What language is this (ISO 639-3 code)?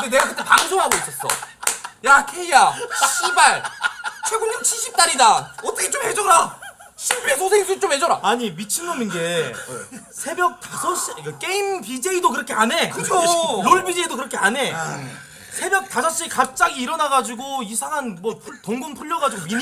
kor